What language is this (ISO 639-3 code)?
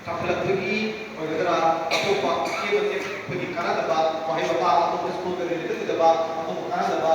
mni